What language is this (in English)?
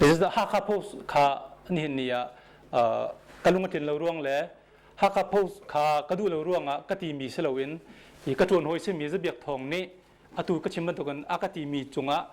Hakha Chin